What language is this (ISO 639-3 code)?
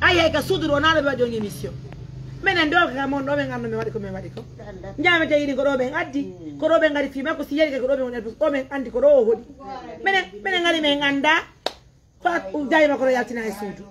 fuf